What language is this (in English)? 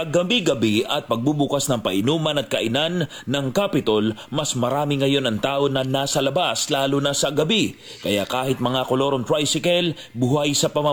Filipino